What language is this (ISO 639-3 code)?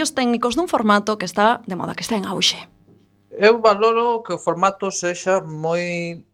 glg